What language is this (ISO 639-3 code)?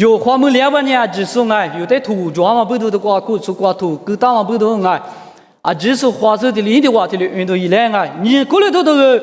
lis